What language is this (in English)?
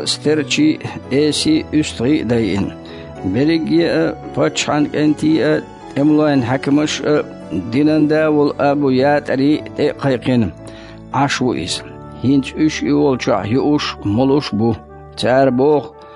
Chechen